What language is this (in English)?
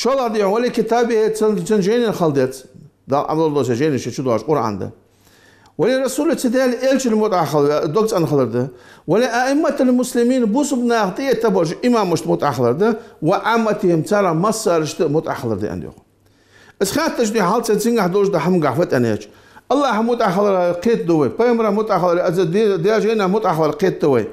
Ingush